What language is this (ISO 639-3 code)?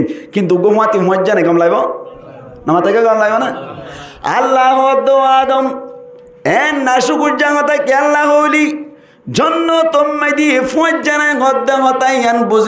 rhg